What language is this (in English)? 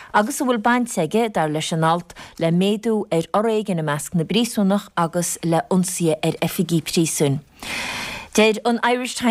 Irish